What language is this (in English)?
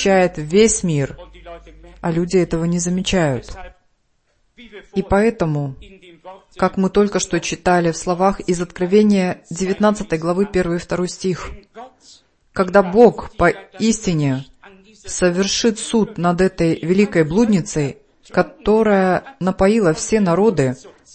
Russian